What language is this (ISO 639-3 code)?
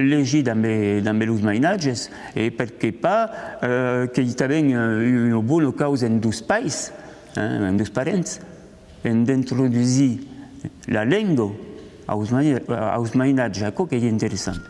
oci